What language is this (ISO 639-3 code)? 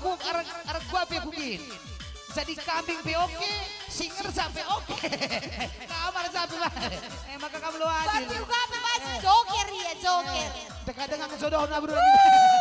btx